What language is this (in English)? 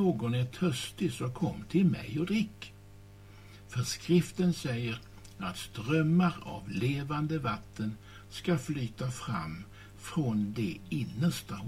Swedish